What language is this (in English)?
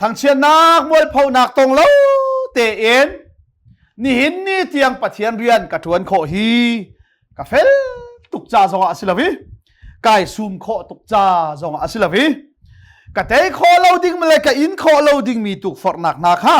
Hakha Chin